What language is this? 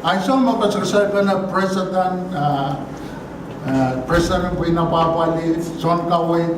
Pohnpeian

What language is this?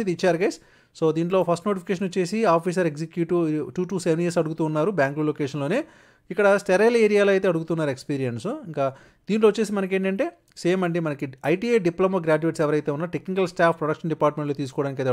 Telugu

